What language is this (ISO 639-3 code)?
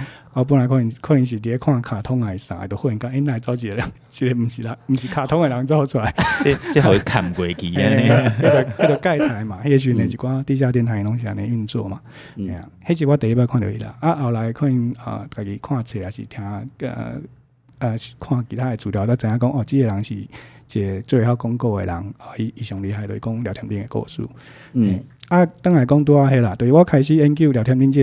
nan